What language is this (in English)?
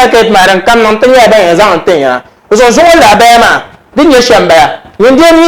Dagbani